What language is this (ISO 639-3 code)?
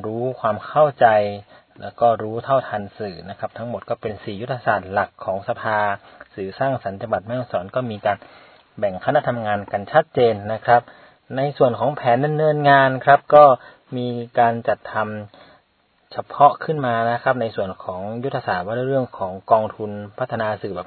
tha